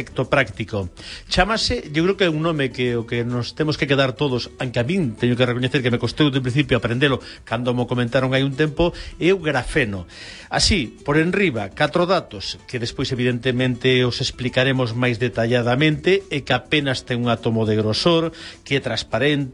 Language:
Galician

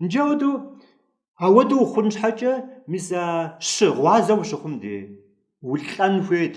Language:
Kabardian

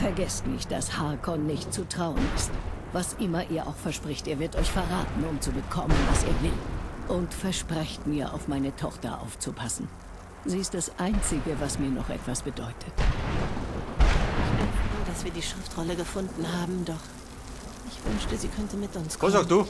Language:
Bavarian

